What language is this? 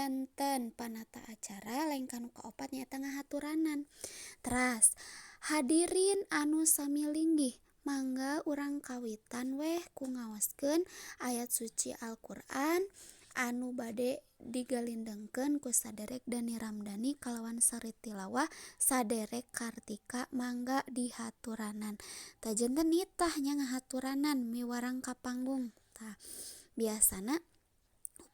Sundanese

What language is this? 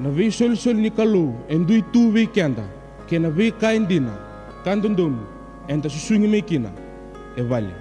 Fijian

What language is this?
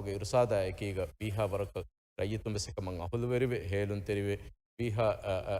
Divehi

